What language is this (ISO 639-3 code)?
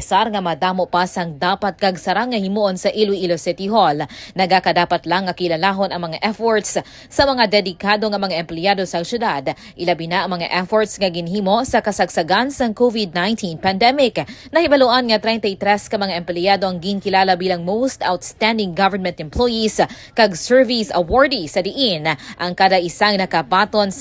hil